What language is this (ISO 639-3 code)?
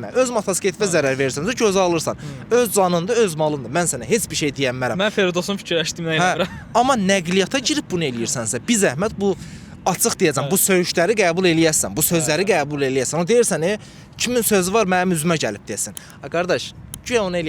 aze